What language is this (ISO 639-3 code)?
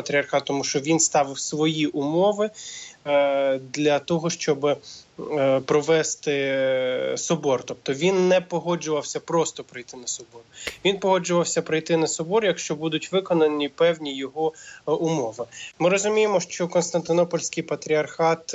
ukr